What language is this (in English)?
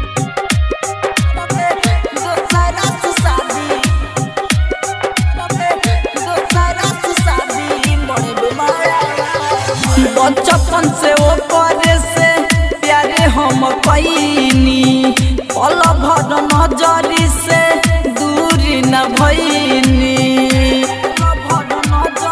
Bhojpuri